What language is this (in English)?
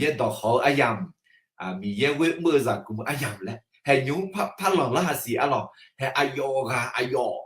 Akha